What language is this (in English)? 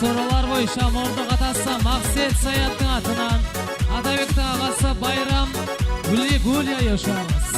Kara-Kalpak